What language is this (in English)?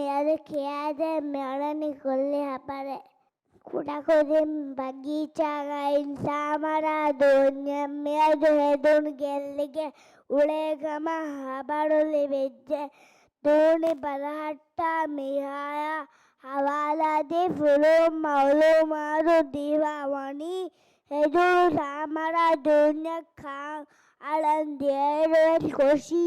Divehi